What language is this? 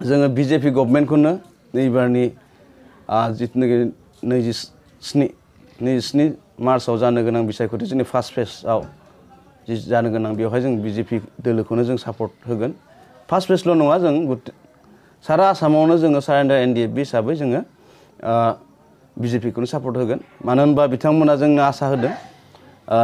Bodo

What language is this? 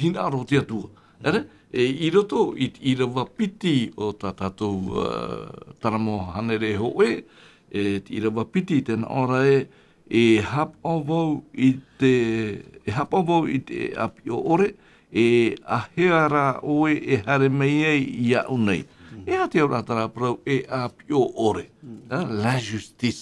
Tahitian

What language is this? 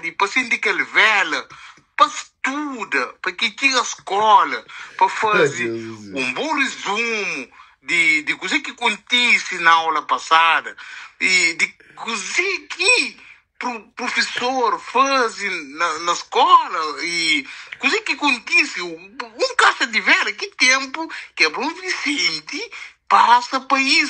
Kabuverdianu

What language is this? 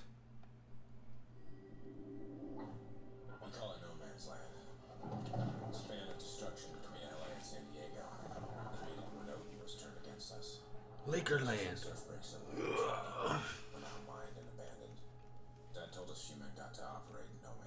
English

